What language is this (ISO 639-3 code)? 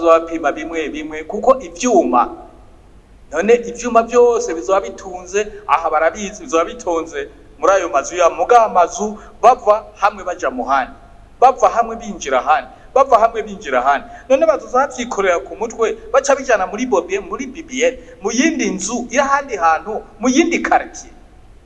run